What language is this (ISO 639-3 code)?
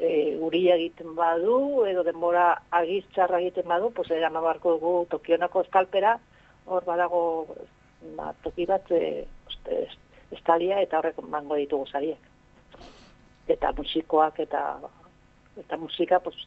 eus